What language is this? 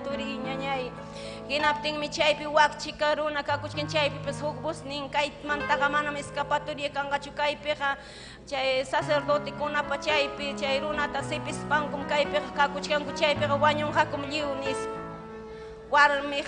Ayacucho Quechua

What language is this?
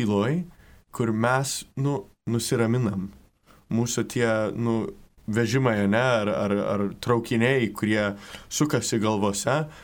Lithuanian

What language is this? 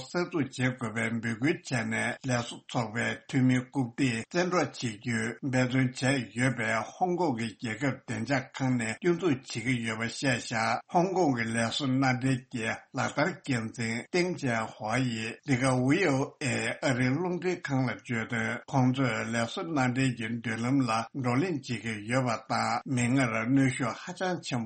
Tibetan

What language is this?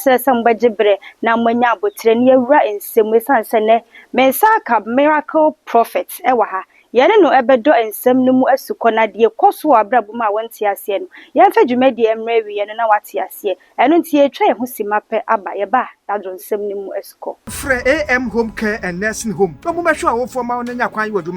Akan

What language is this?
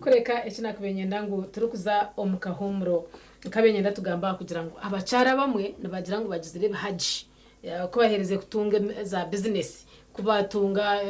Nyankole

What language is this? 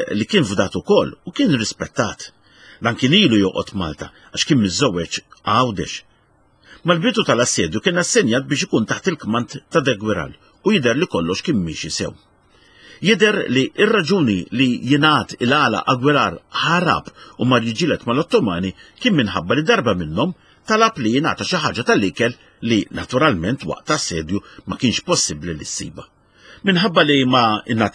Maltese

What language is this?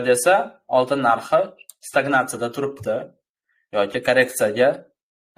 Uzbek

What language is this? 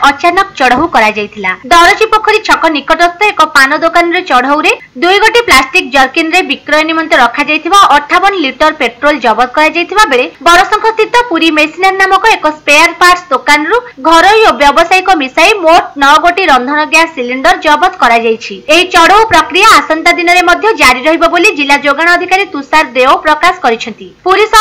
Odia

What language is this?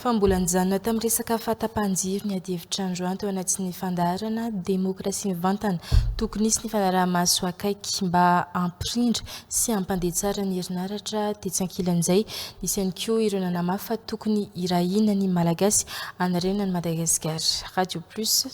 Malagasy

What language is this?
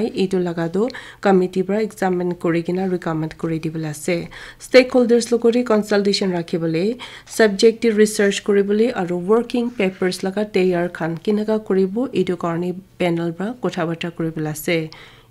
Naga Pidgin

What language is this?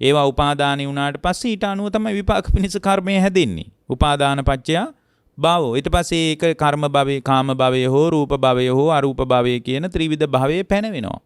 Sinhala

